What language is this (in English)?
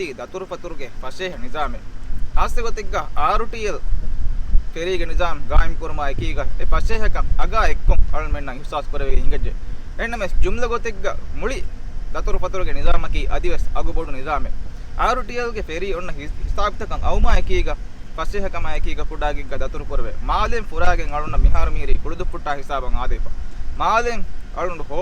Divehi